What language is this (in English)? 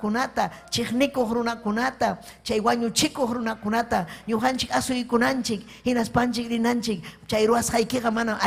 Ayacucho Quechua